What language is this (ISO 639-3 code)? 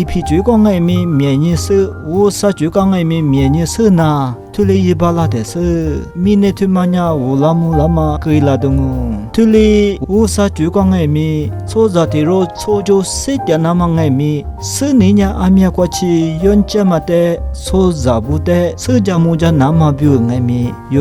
lis